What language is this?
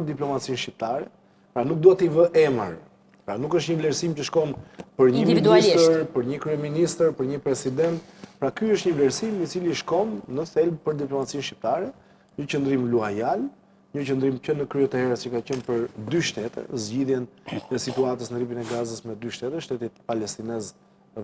Albanian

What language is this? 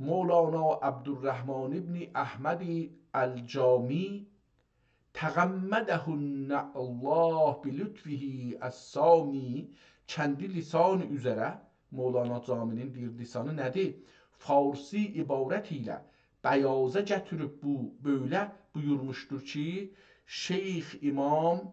South Azerbaijani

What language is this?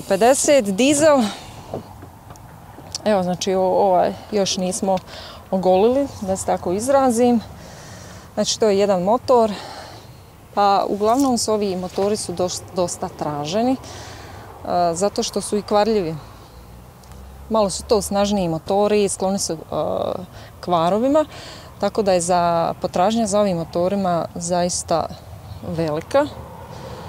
Croatian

